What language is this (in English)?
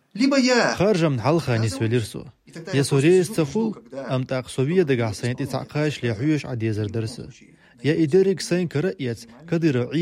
Chechen